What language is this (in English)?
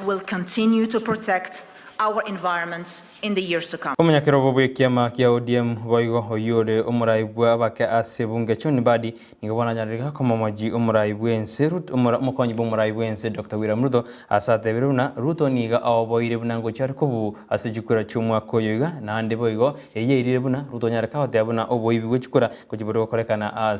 Gusii